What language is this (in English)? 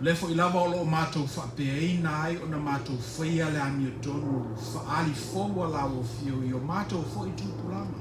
Samoan